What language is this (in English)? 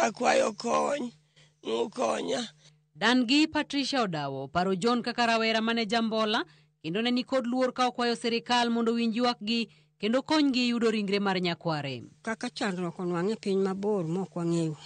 Luo (Kenya and Tanzania)